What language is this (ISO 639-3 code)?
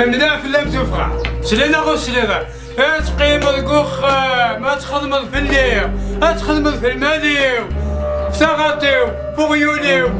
kab